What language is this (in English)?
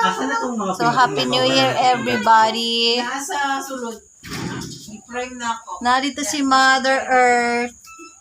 Cebuano